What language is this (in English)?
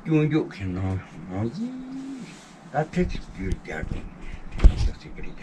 Tibetan